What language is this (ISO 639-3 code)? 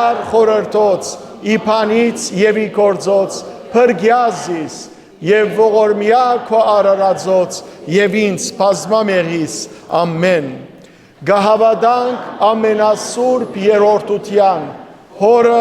hyw